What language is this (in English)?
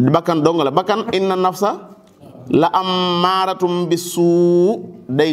Wolof